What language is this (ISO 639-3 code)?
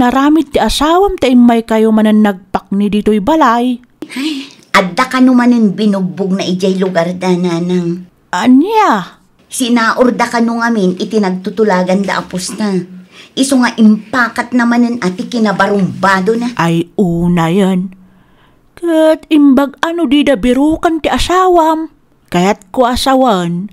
ilo